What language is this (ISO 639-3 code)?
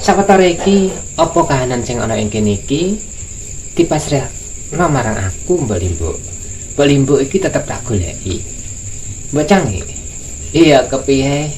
jav